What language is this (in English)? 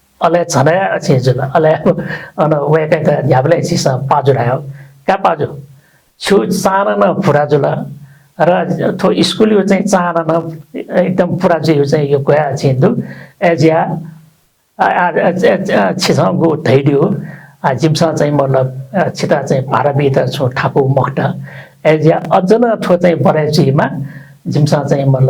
Newari